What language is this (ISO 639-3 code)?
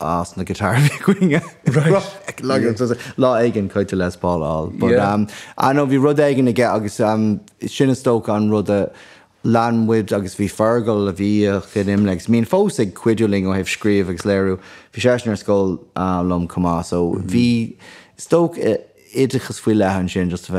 gle